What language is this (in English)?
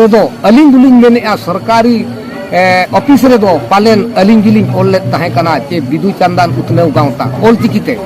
Santali